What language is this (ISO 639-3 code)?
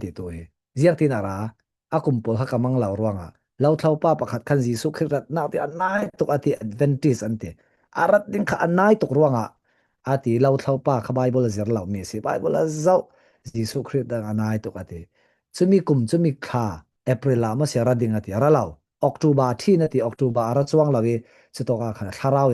cfm